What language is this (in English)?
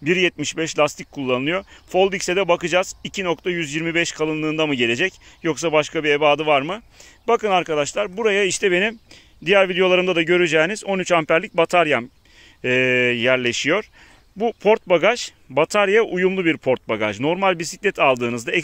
Turkish